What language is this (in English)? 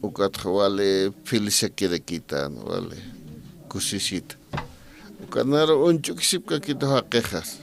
Aymara